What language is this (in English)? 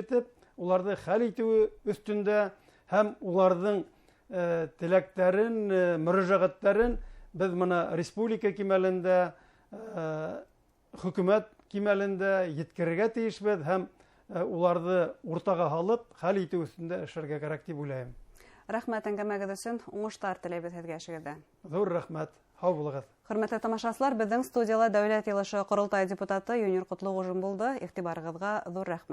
Bashkir